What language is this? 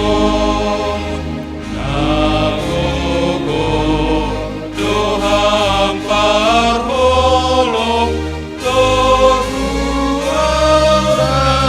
Batak Simalungun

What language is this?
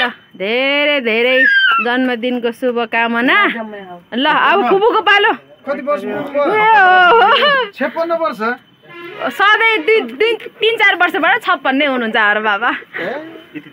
Nepali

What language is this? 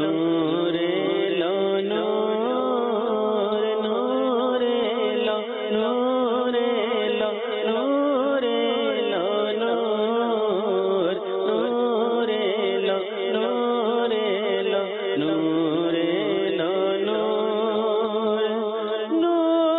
Bangla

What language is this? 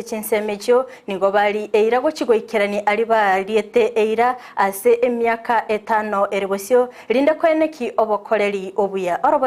Gusii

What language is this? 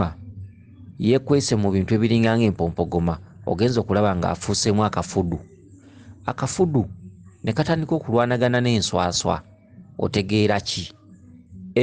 Ganda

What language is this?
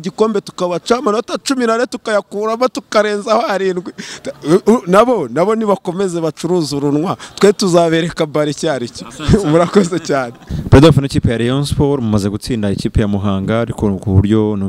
Kinyarwanda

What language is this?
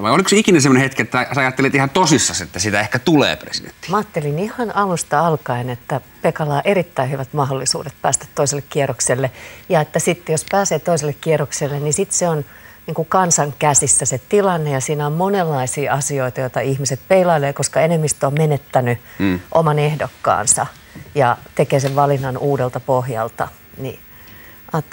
Finnish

